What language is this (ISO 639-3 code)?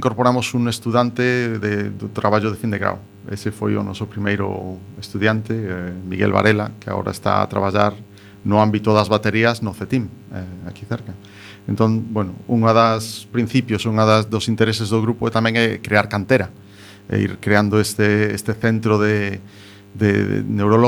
glg